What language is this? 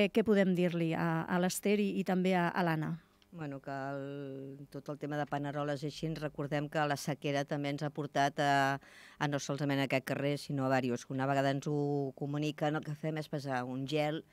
Catalan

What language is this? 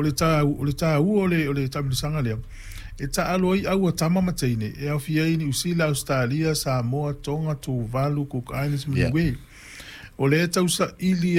Samoan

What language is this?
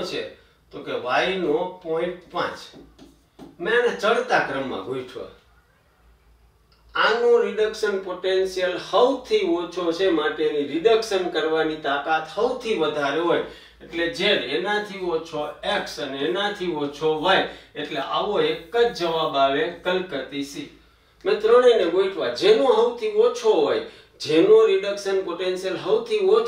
Gujarati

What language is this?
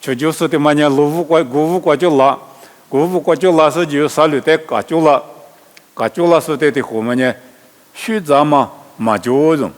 Lisu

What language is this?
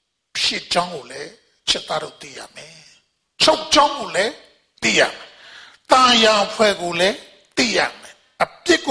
Burmese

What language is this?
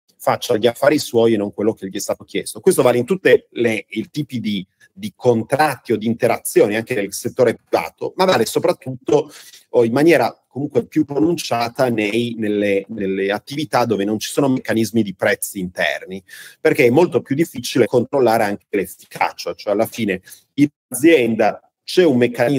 Italian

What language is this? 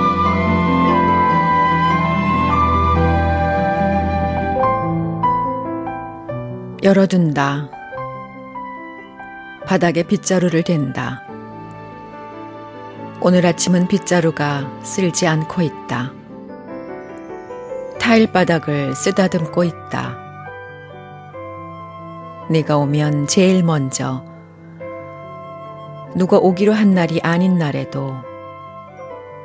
Korean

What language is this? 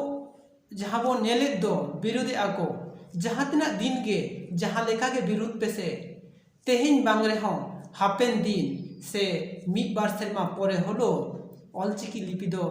Santali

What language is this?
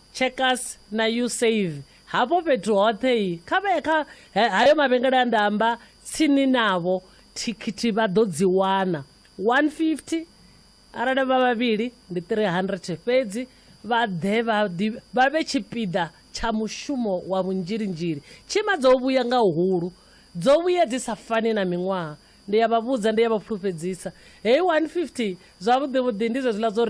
Venda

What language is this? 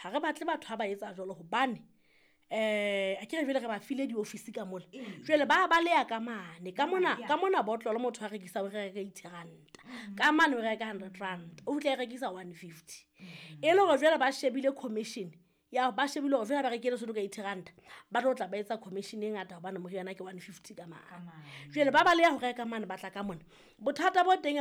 Southern Sotho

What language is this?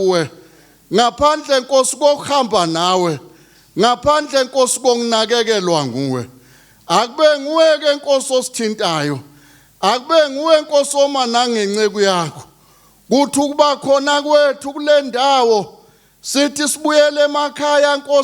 Zulu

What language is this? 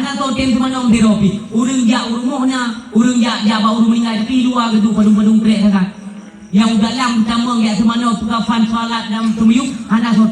Achinese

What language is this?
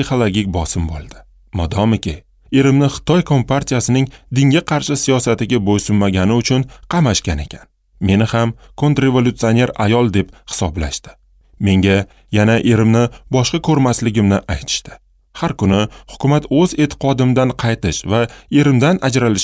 Uzbek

